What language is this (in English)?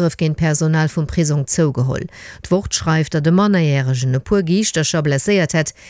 Luxembourgish